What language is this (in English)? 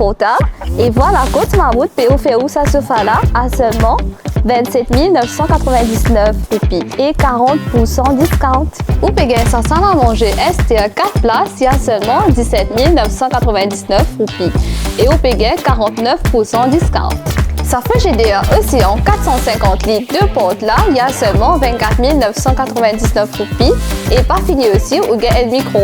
Morisyen